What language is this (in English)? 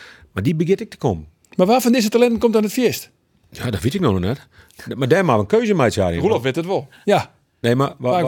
Western Frisian